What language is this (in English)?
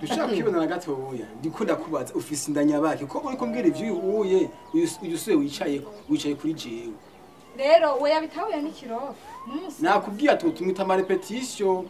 Rundi